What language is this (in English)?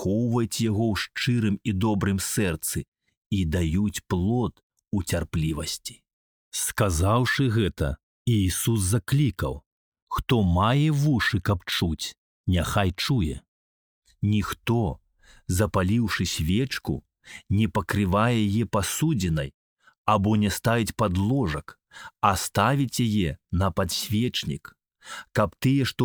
Belarusian